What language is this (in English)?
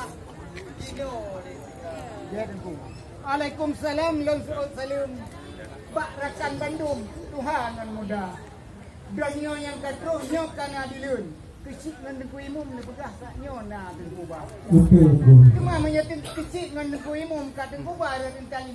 Achinese